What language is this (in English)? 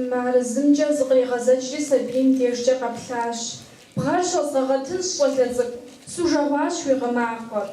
Kabardian